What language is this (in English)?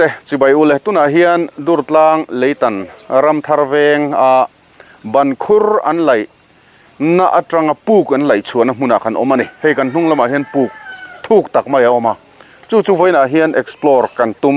Mizo